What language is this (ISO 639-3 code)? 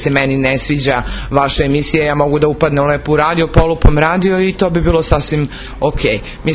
srp